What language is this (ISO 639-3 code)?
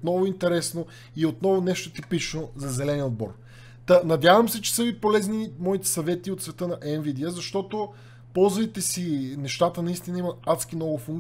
bul